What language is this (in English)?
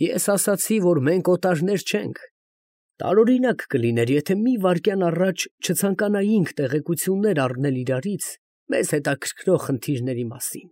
Armenian